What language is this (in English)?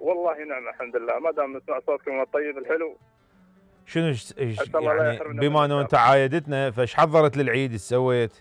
Mesopotamian Arabic